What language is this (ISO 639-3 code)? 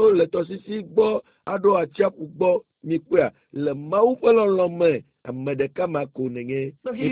ewe